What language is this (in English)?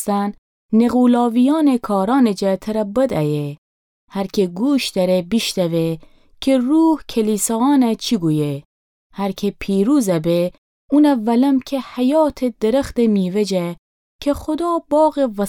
Gilaki